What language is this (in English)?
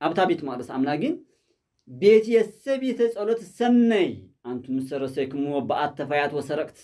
Tigrinya